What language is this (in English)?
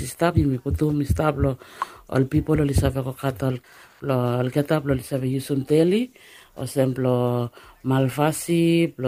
Bislama